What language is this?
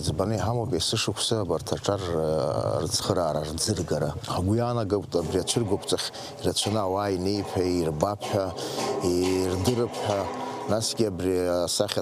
Abkhazian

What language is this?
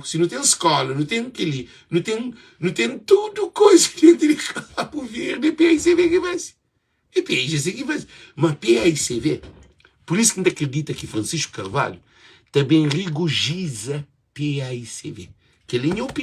Kabuverdianu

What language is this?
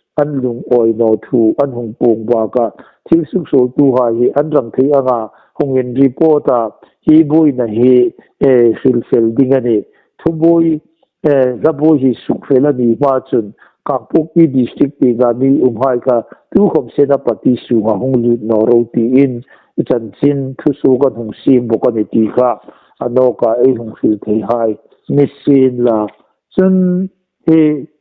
Hmar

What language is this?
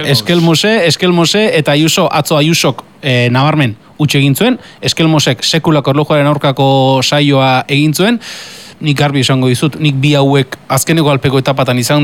Basque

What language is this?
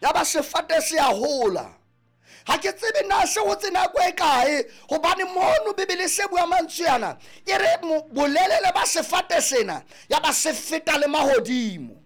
Southern Sotho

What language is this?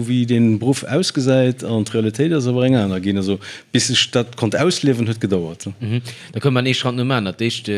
Luxembourgish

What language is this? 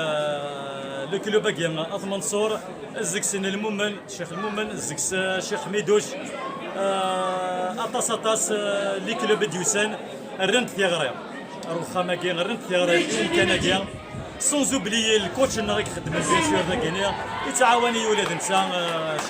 Kabyle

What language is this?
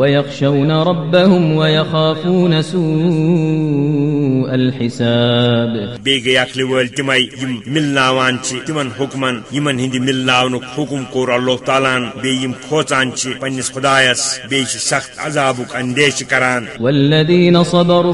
Kashmiri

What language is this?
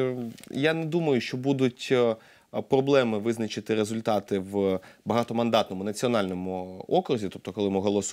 Ukrainian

